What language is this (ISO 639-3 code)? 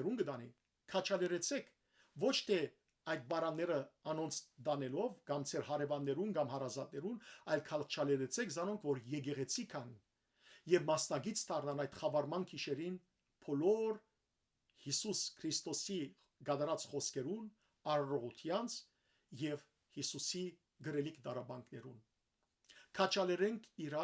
hyw